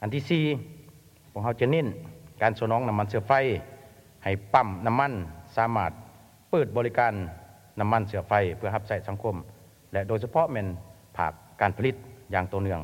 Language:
Lao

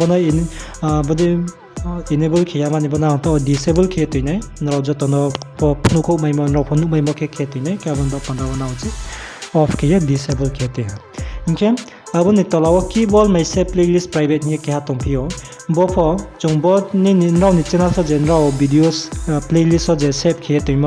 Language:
Riang (India)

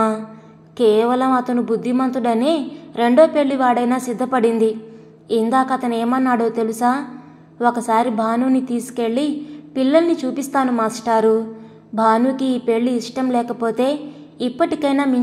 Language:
Telugu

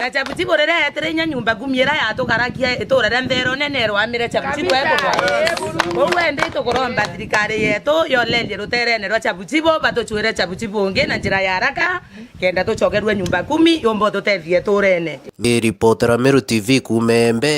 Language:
Meru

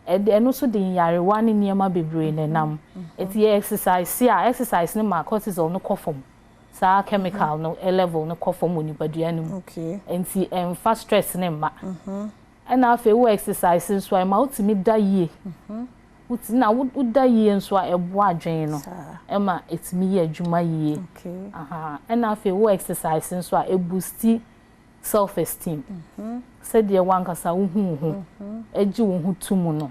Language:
Akan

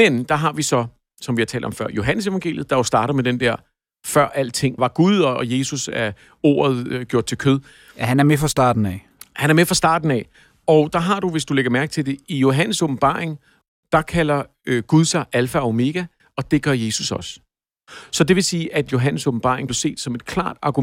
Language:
Danish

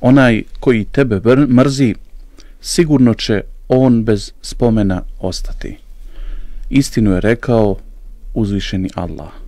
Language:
Bosnian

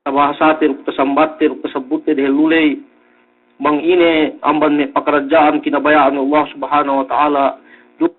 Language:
Yakan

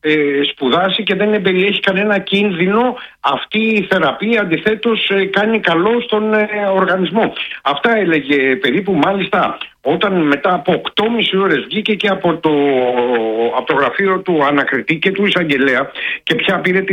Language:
Greek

